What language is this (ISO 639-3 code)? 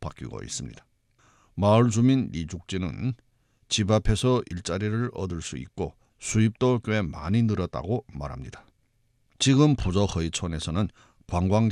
kor